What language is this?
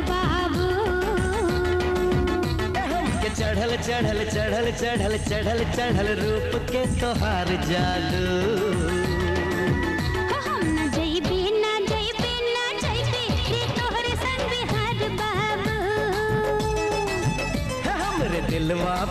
Bhojpuri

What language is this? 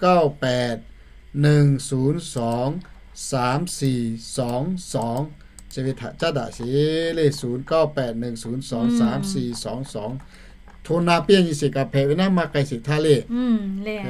Lahu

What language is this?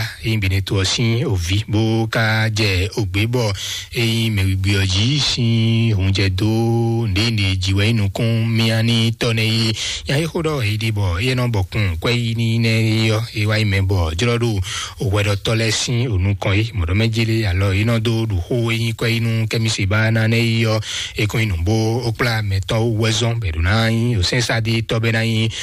Fon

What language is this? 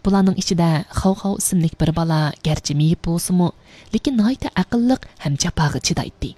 Uyghur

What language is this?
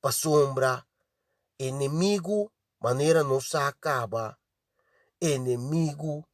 Papiamento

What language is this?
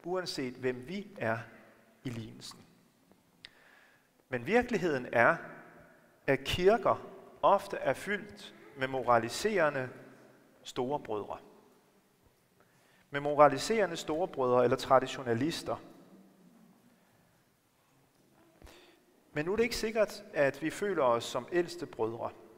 Danish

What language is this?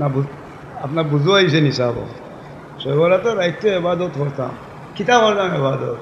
Sylheti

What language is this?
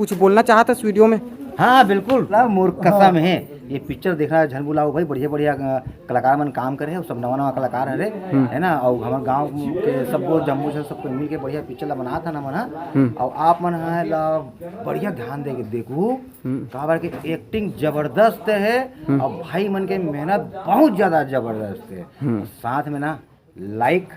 Chhattisgarhi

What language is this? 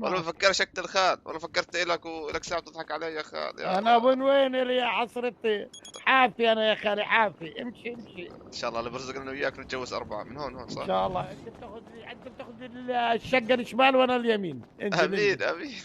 North Levantine Arabic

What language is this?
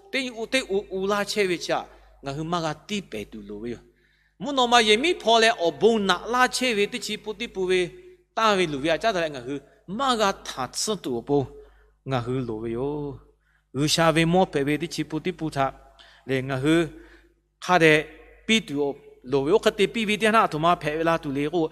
Lahu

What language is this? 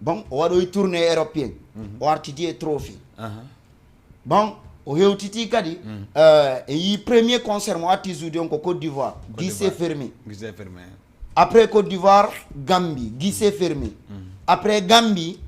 Fula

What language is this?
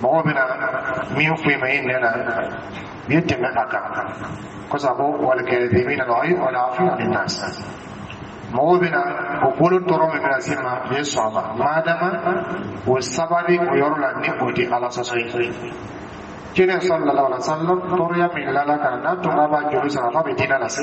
Dyula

